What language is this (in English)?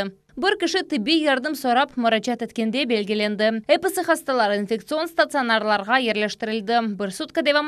Crimean Tatar